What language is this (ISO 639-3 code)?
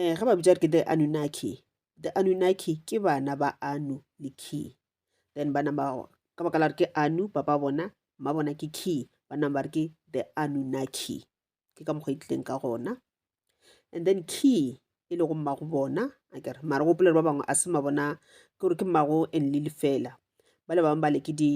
nso